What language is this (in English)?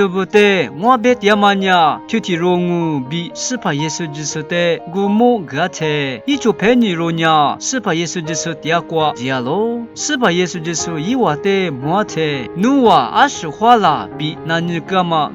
Lisu